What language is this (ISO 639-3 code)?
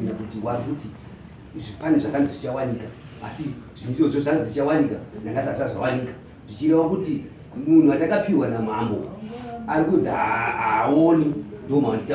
sna